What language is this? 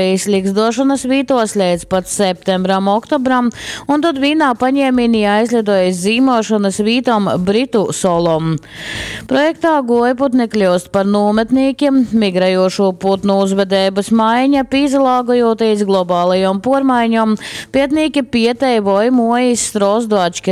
Latgalian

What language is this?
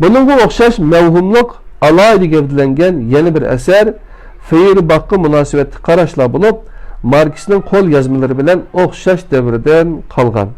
Uyghur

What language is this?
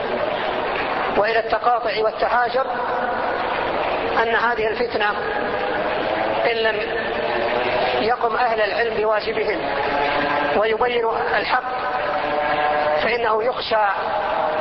Arabic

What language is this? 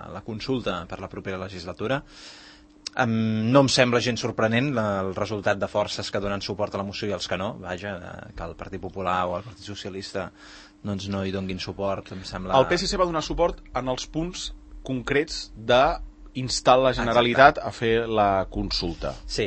Catalan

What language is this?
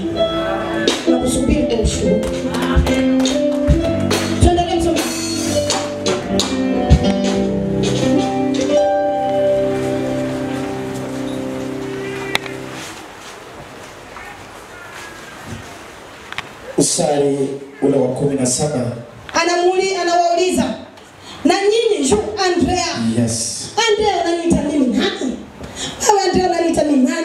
Swahili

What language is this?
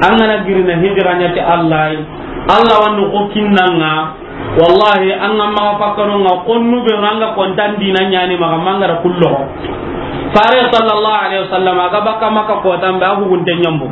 Soninke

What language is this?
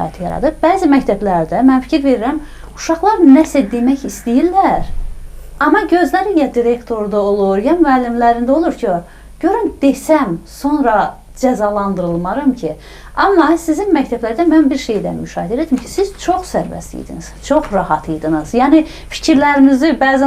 Azerbaijani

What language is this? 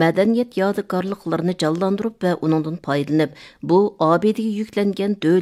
Uyghur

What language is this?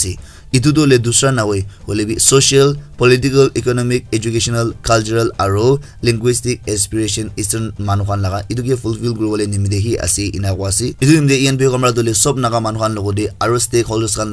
Naga Pidgin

